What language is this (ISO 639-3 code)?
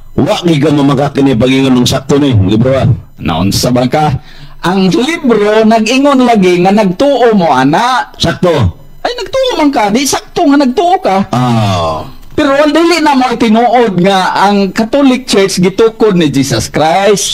ceb